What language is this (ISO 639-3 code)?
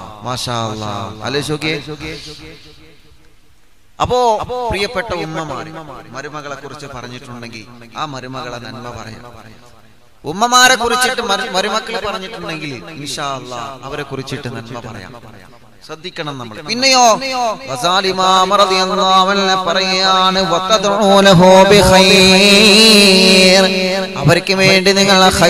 mal